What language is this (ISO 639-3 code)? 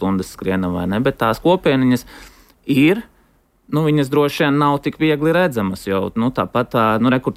lav